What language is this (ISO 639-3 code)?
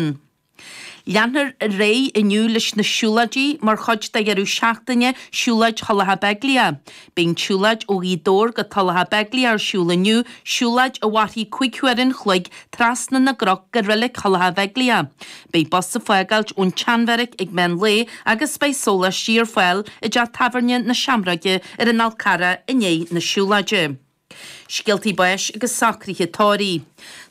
gle